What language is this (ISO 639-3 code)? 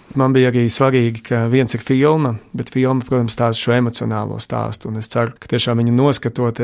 lav